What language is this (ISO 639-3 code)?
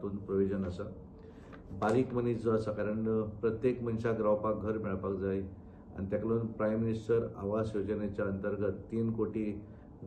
kok